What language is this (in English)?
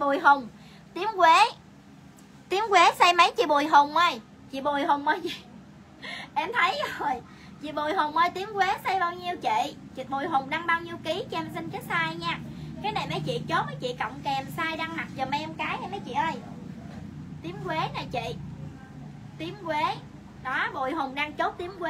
Vietnamese